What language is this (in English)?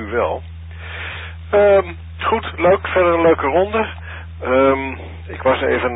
Dutch